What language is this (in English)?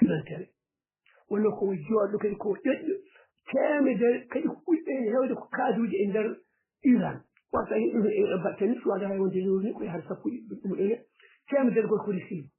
Fula